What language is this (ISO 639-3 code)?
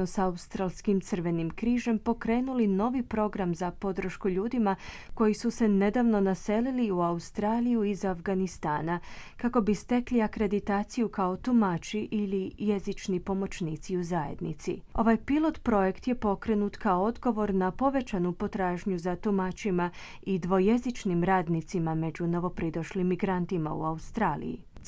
hrv